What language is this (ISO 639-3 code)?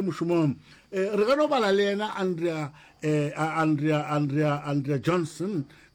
nso